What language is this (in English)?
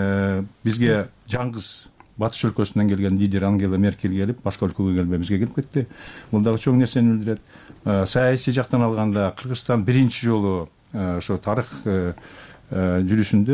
Kyrgyz